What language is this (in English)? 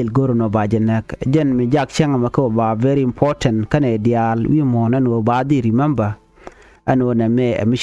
Nuer